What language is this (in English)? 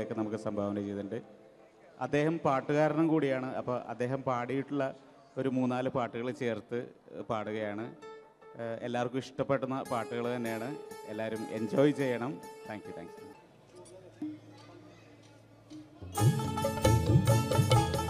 Malayalam